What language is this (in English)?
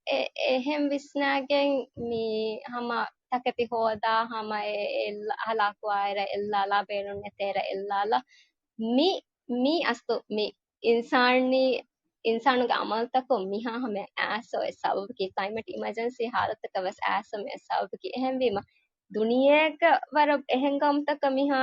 Divehi